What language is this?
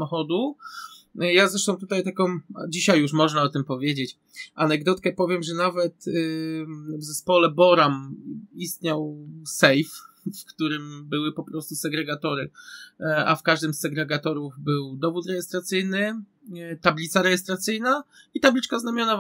Polish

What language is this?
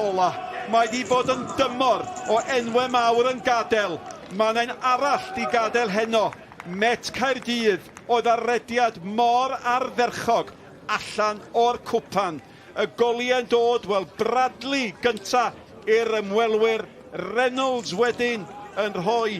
Welsh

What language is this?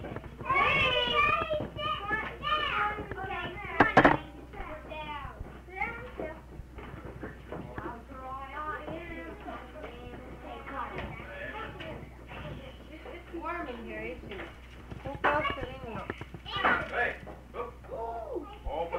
English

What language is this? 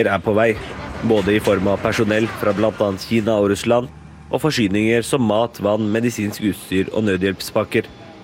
Norwegian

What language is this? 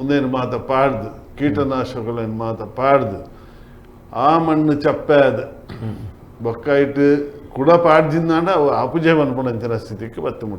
Tulu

